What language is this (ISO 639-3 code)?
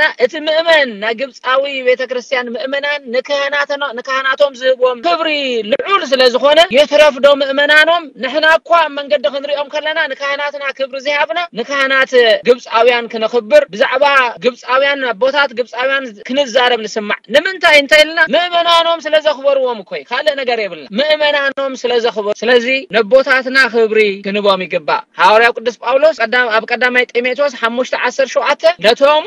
tir